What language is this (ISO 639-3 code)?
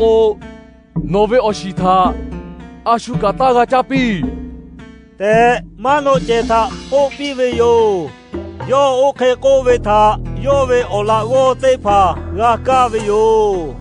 lhu